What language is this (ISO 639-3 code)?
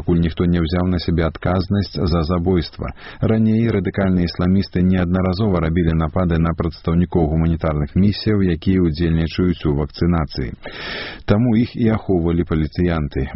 bel